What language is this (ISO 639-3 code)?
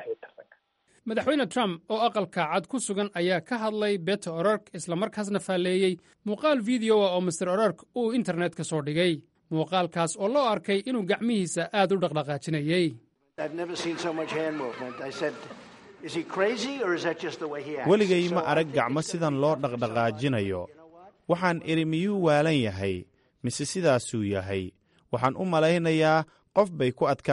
som